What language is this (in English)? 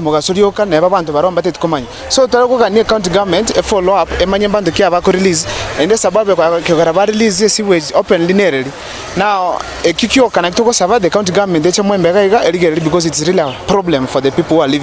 Gusii